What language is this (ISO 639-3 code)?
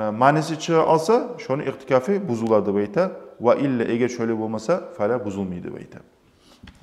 kum